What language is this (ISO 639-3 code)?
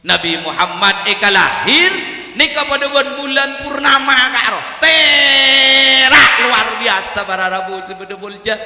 mad